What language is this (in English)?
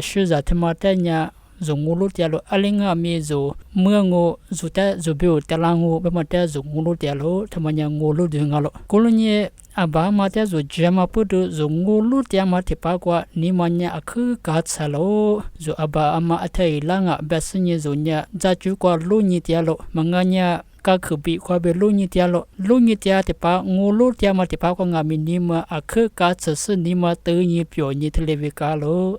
Lisu